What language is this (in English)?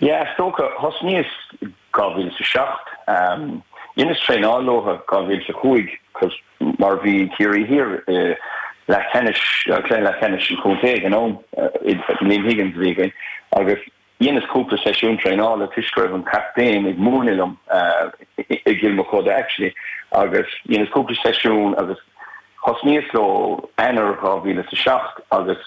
Irish